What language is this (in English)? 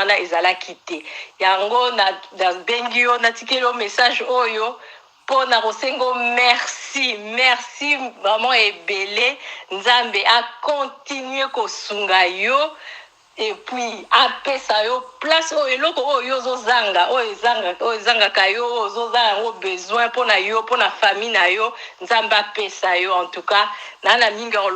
Lingala